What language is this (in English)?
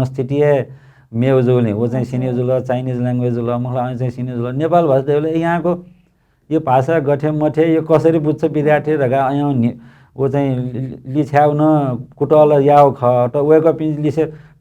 Newari